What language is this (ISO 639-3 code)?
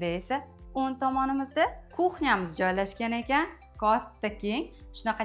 uzb